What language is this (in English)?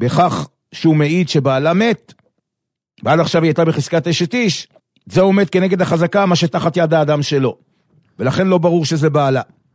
Hebrew